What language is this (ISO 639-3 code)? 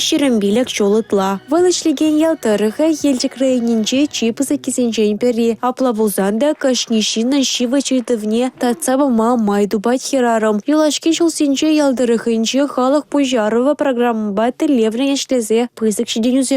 chv